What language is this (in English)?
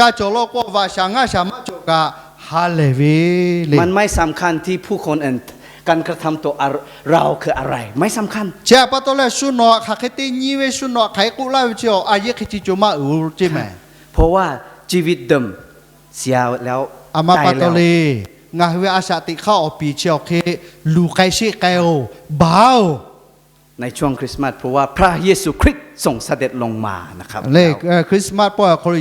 Lahu